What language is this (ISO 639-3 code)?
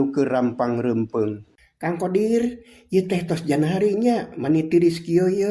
sun